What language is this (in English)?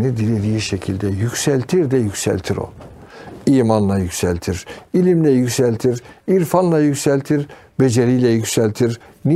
Turkish